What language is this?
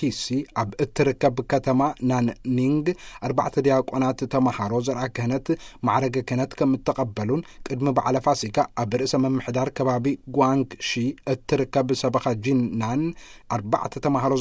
Tigrinya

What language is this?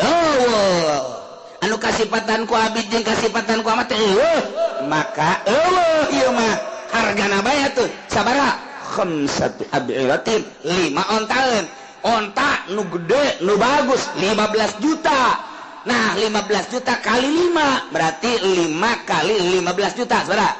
Sundanese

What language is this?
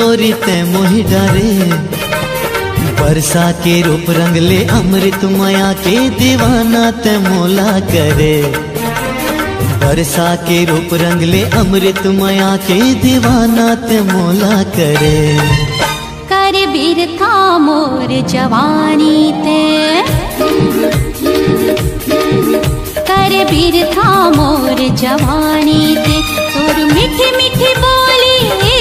Chhattisgarhi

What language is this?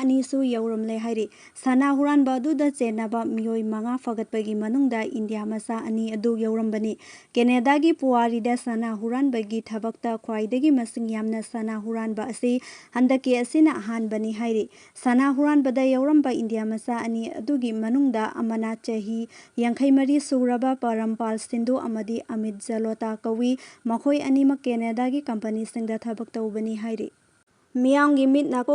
Manipuri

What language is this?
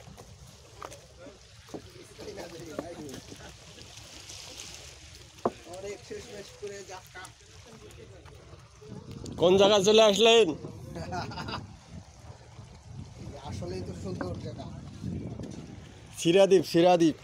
Bangla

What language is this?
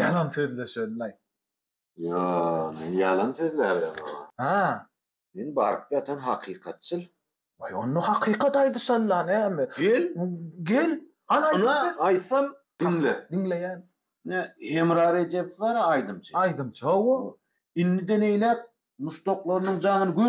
Turkmen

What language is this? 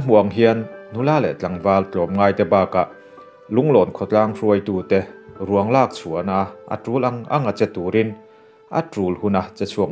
Mizo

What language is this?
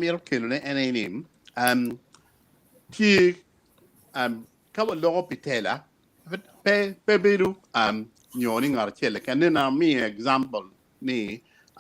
Acoli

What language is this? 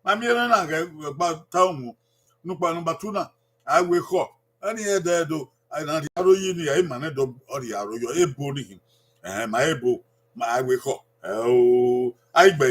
Bini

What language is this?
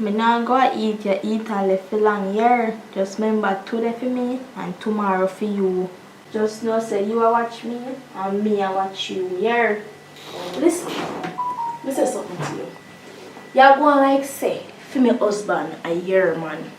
Jamaican Creole English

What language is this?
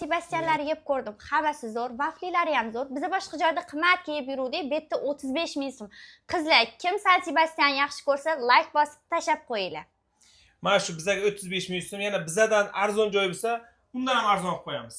Uzbek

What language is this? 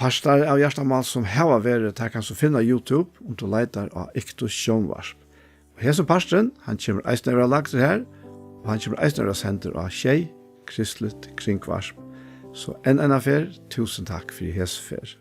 Faroese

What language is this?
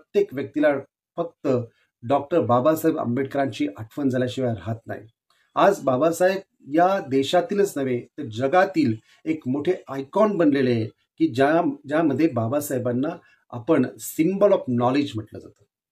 Marathi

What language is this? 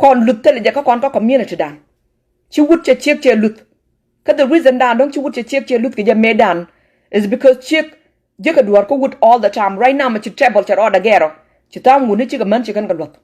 Nuer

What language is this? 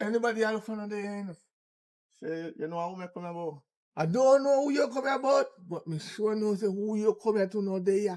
Jamaican Creole English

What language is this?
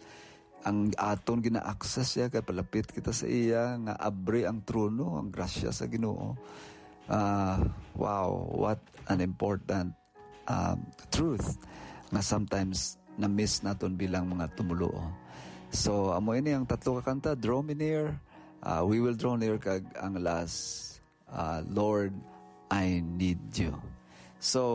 Hiligaynon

